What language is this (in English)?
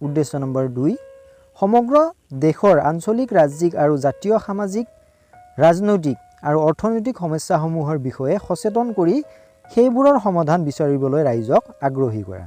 Assamese